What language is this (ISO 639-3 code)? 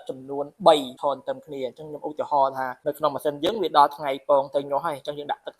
khm